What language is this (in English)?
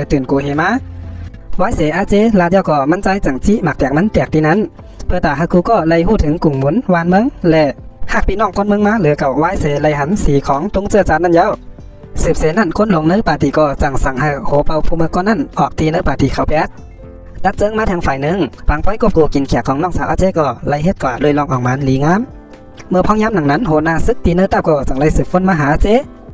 Shan